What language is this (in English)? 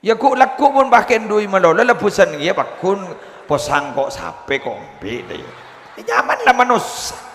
Madurese